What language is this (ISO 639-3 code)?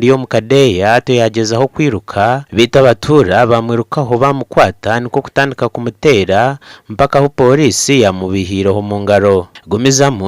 nyn